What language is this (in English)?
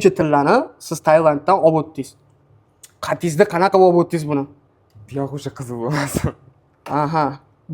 Uzbek